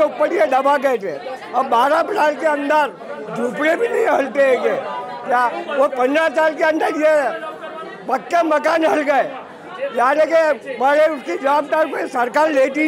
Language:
Gujarati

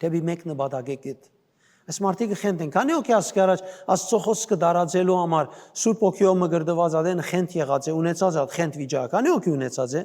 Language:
Western Armenian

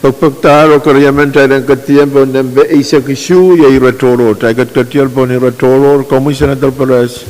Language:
Pohnpeian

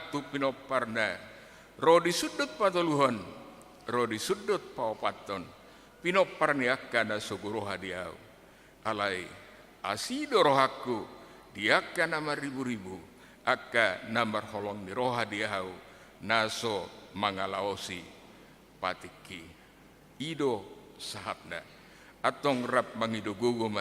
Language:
Batak Toba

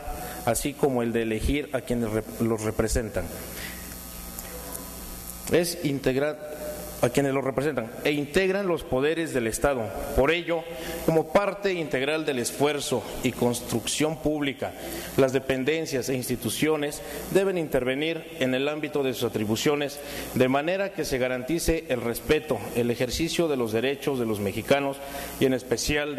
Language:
Spanish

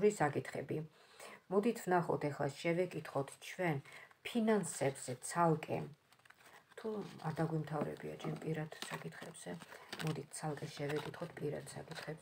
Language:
Georgian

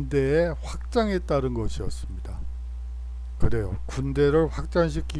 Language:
Korean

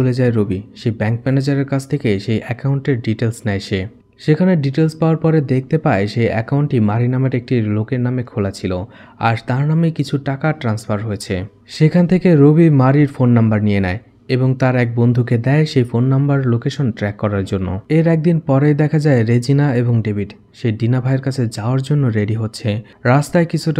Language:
Bangla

